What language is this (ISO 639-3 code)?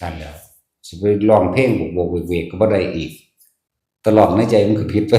tts